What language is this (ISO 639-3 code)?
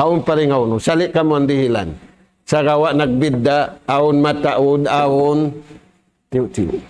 tsg